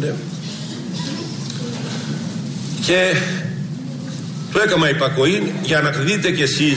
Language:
Greek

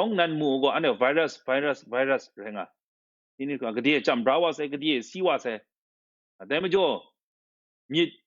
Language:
Kachin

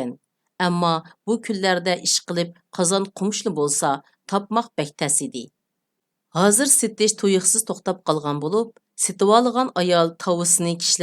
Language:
Uyghur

